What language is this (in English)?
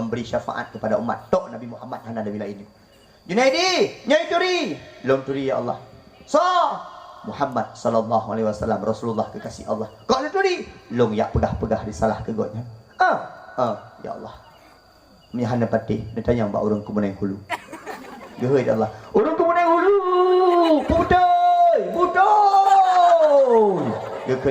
Achinese